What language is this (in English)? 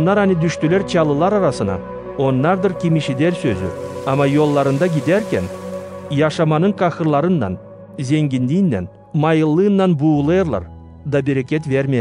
Gagauz